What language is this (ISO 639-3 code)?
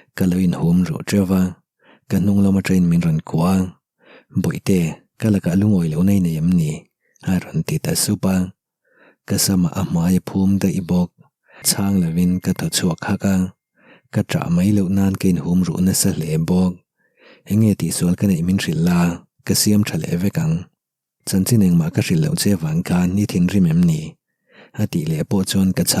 lus